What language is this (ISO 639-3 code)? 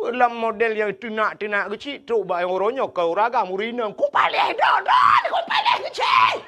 ace